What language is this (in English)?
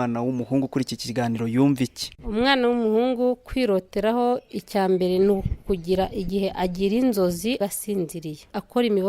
Kinyarwanda